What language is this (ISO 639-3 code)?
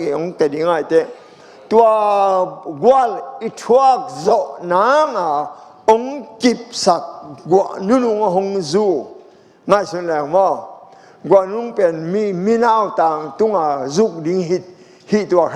ctd